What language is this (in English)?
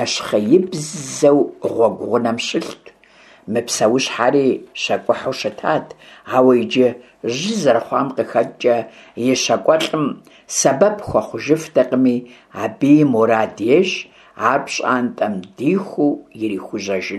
Kabardian